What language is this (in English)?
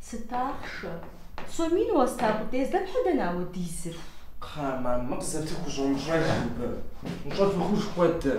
Kabardian